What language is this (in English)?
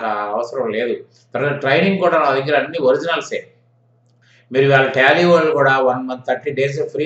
Telugu